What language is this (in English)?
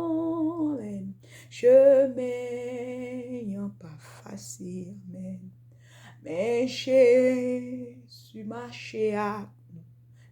Haitian Creole